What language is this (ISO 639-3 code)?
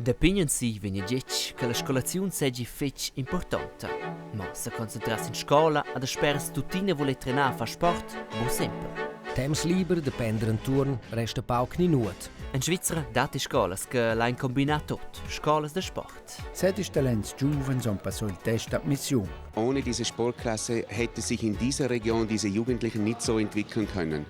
roh